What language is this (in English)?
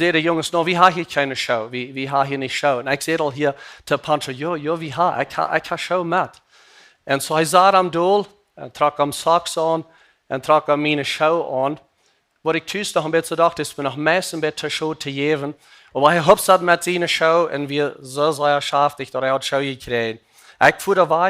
Plautdietsch